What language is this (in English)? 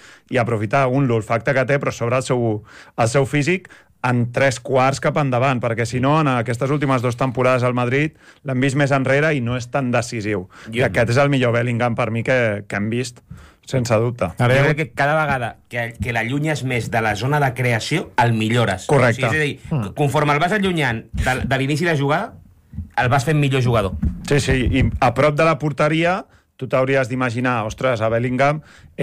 Catalan